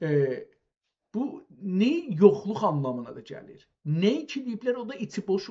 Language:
South Azerbaijani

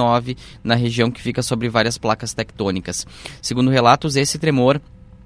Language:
Portuguese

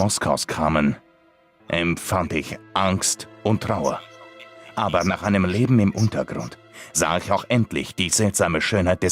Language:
Swiss German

